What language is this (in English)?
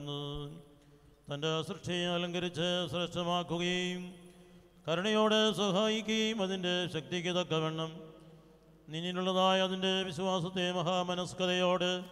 Malayalam